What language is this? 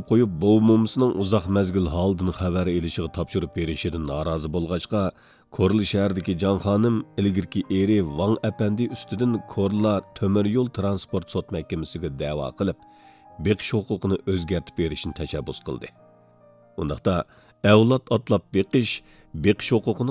Uyghur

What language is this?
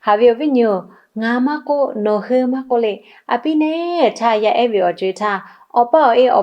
Lahu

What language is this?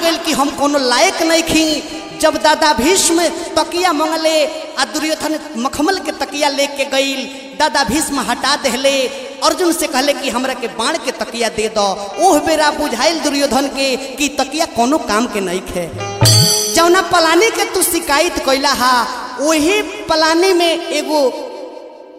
Bhojpuri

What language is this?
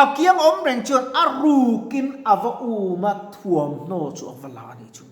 Mizo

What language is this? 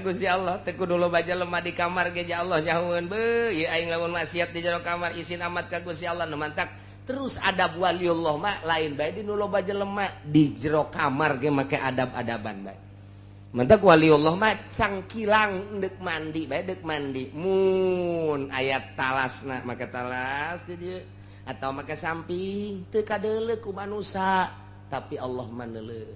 Sundanese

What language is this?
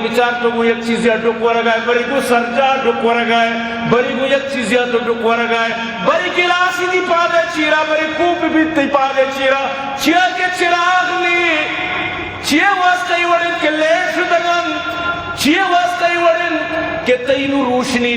Eastern Balochi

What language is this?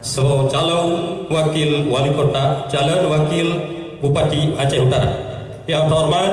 Achinese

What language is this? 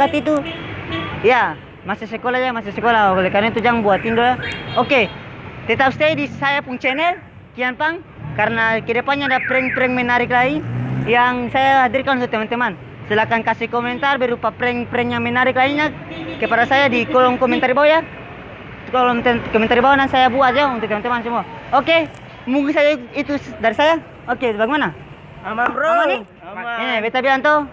Ambonese Malay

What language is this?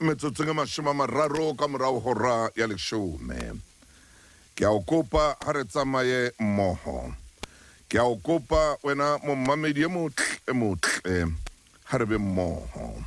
Southern Sotho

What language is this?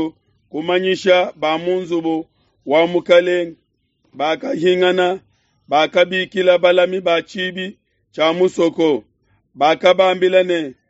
Luba-Lulua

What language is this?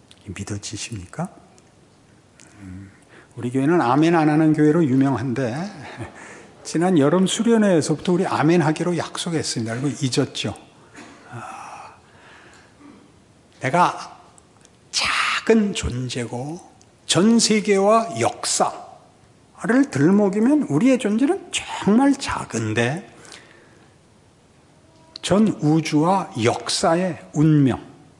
Korean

